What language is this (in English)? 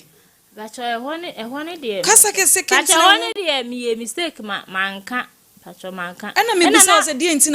Akan